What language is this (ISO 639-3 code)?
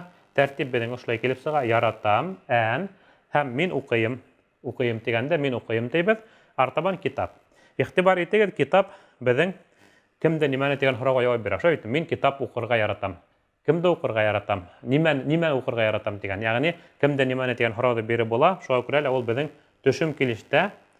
bak